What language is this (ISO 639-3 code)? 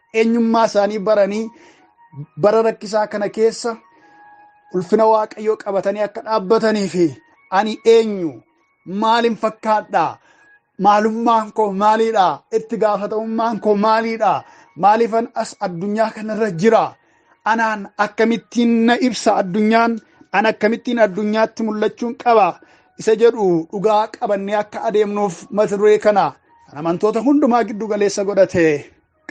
orm